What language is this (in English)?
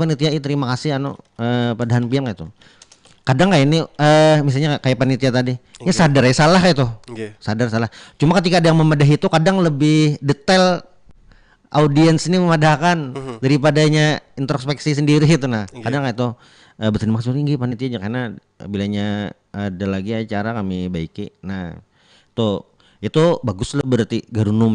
Banjar